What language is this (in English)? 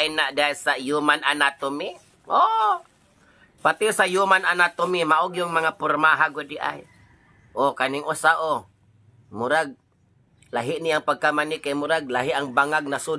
Cebuano